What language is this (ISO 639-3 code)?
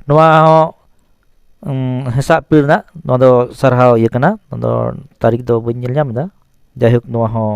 sat